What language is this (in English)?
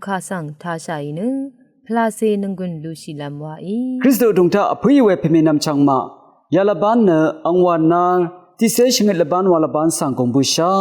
Rawang